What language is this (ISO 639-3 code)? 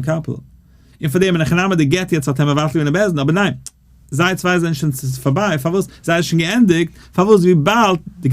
yid